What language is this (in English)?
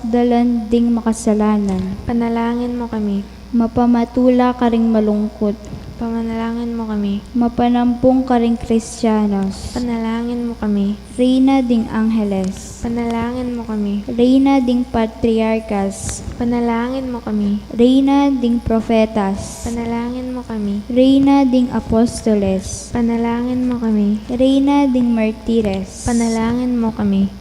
Pampanga